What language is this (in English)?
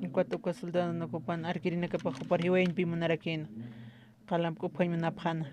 Aymara